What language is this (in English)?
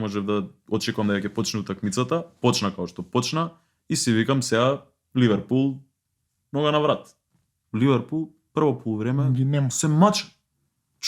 Macedonian